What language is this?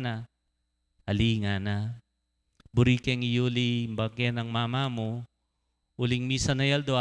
Pampanga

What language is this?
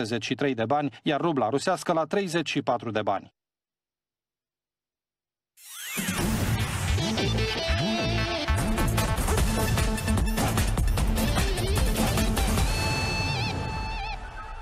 Romanian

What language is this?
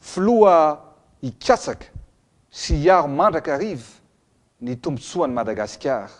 Malagasy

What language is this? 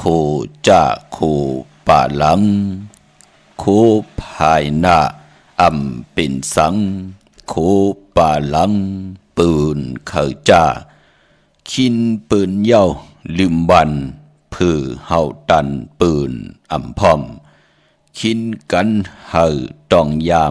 Shan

